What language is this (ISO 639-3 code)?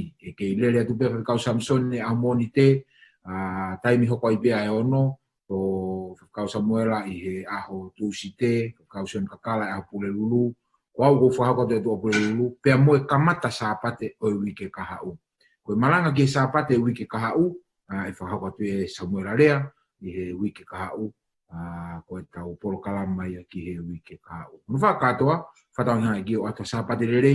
ton